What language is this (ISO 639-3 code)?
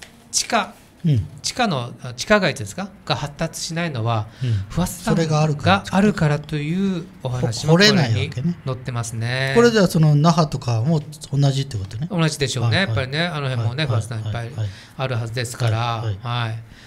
jpn